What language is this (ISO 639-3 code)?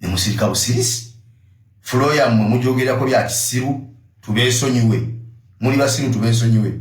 lug